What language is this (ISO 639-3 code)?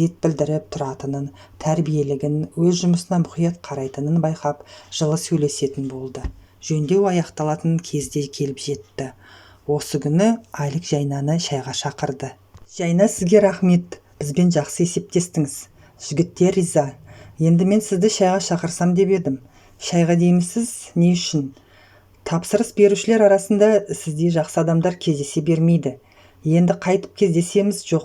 kaz